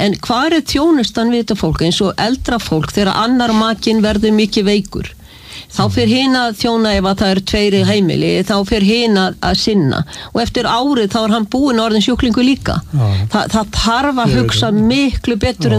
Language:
Icelandic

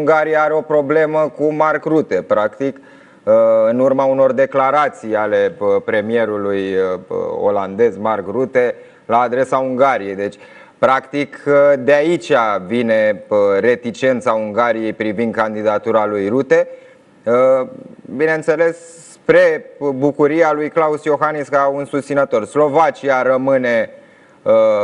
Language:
Romanian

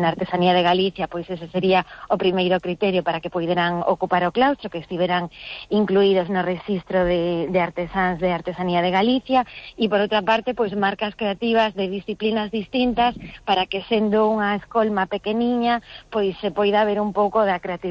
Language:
Galician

